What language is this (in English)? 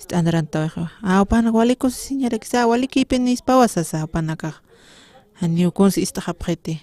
Aymara